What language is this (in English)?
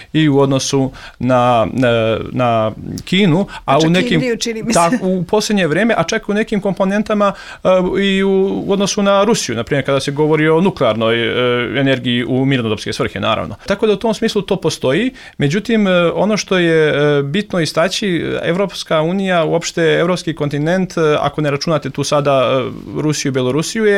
Serbian